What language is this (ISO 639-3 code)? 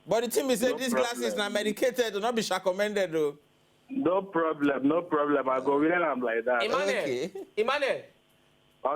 pcm